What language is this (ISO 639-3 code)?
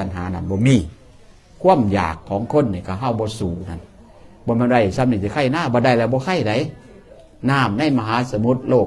tts